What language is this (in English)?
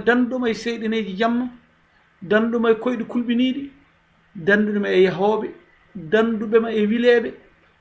Fula